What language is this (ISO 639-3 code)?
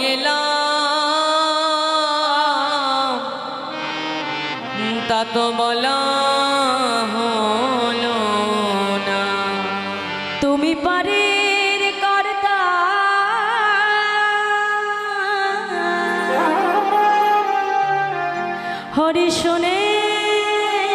ben